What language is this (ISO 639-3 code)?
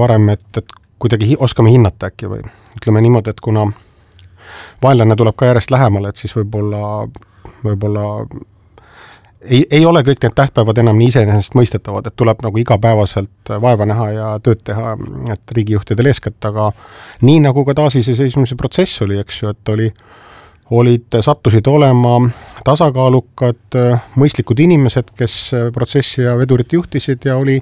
est